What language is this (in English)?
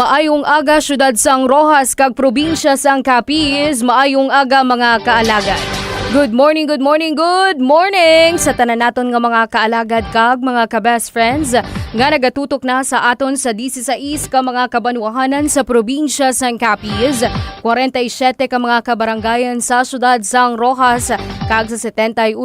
Hiligaynon